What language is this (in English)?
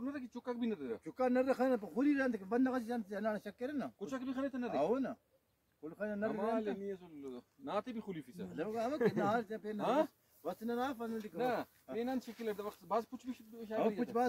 Brahui